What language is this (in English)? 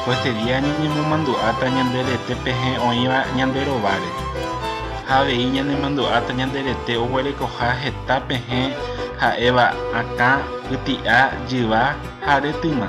Guarani